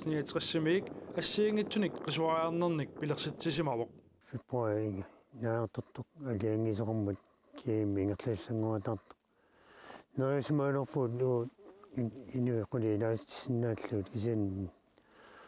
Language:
Kalaallisut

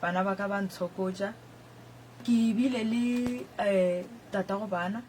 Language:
Northern Sotho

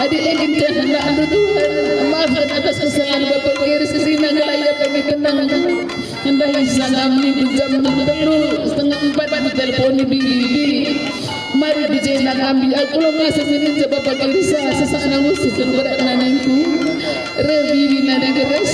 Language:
Batak Karo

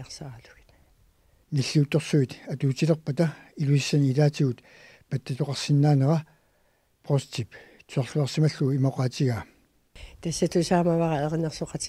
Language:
Kalaallisut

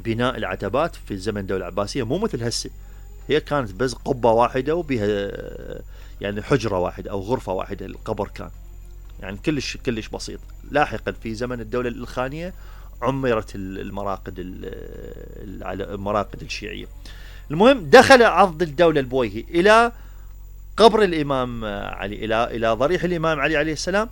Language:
Mesopotamian Arabic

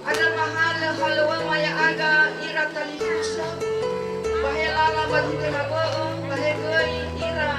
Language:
Nias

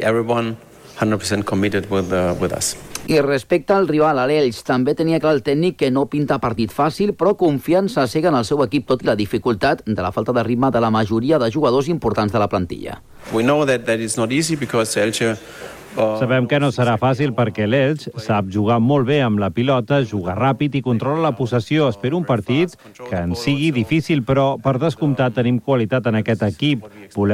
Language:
Catalan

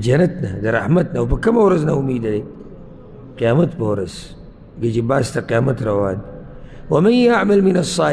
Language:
Pashto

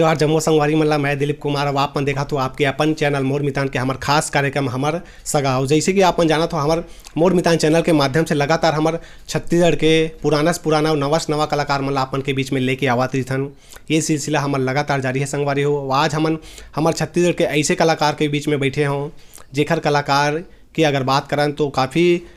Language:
Chhattisgarhi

